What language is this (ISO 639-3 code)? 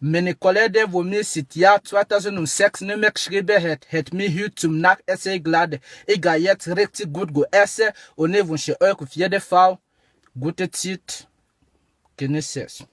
gsw